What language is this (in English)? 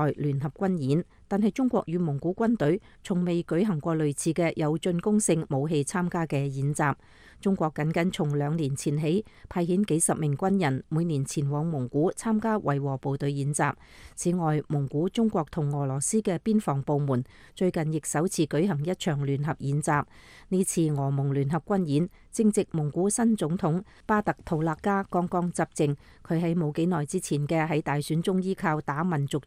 Cantonese